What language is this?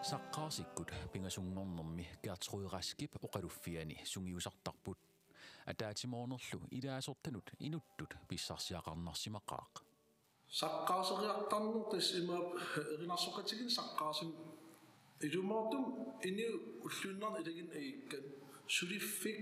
Kalaallisut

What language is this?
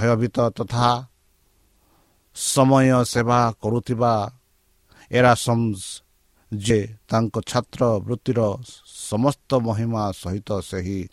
Odia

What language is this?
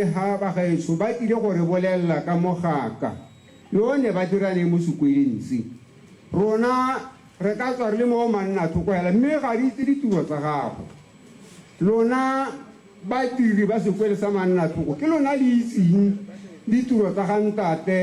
Tswana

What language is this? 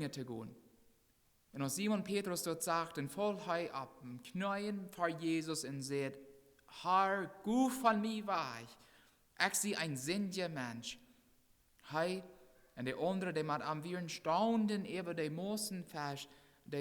Plautdietsch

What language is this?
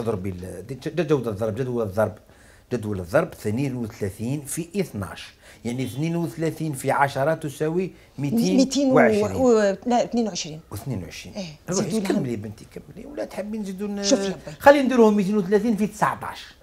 Algerian Arabic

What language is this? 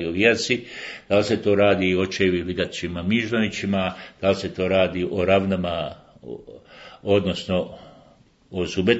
Bosnian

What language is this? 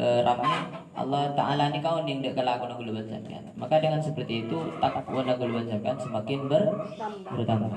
Madurese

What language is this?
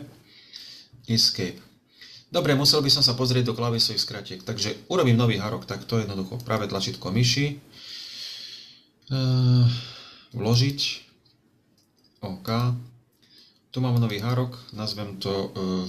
Slovak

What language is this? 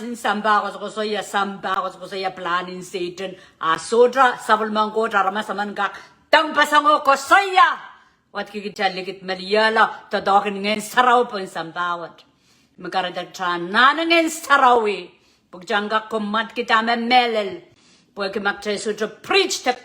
Pohnpeian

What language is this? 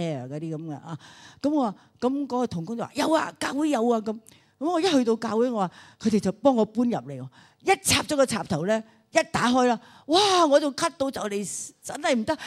Cantonese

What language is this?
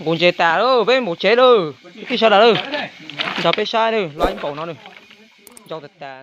Hmong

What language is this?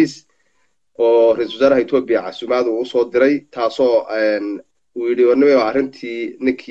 Somali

